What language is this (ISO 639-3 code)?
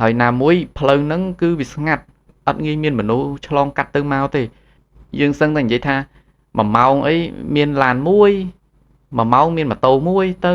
khm